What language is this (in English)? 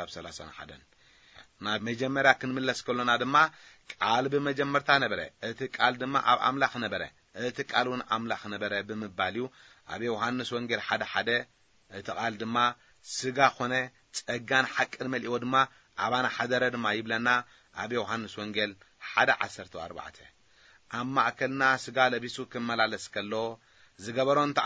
Tigrinya